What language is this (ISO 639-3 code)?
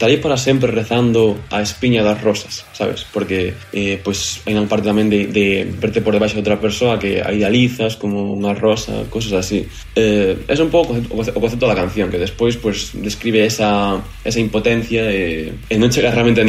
glg